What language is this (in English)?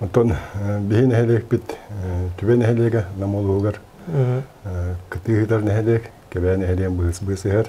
Yakut